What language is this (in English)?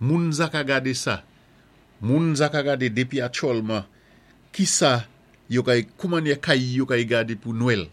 Saint Lucian Creole French